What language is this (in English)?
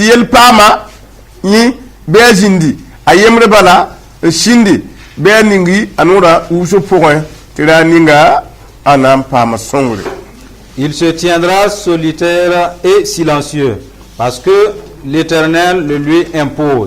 Mossi